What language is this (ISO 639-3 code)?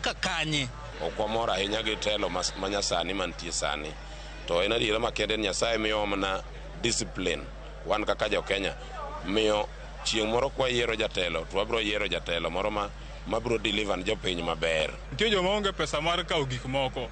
luo